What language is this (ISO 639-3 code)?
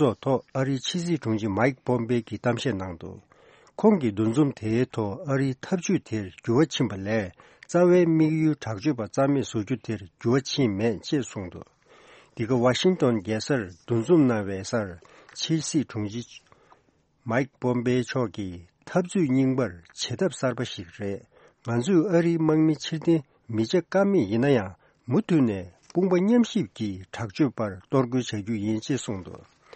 bod